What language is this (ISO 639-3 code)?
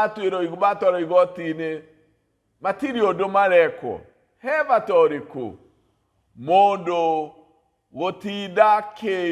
kik